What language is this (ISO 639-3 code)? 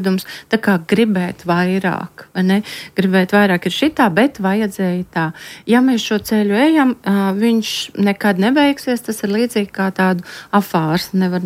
lav